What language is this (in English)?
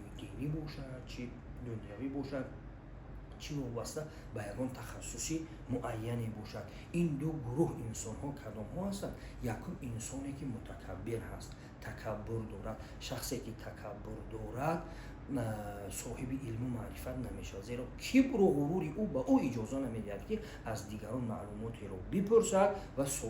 Tajik